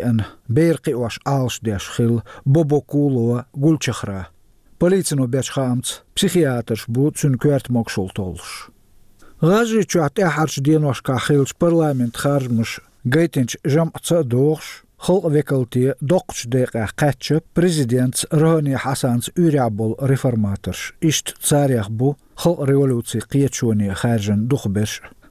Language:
Chechen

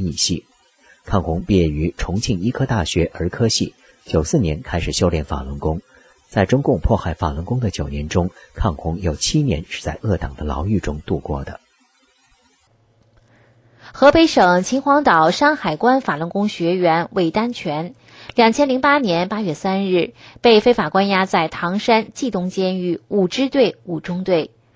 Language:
Chinese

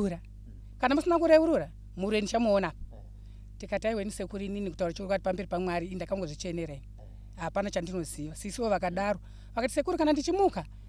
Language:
Shona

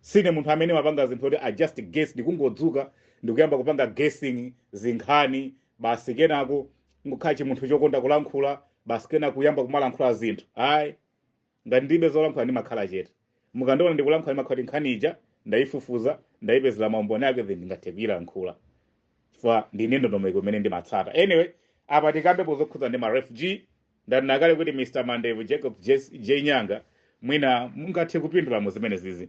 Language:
Nyanja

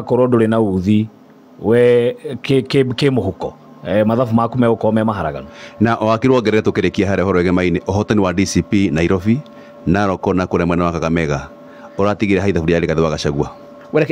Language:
Kikuyu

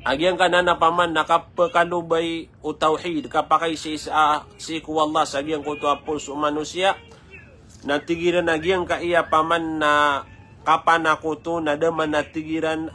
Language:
Maranao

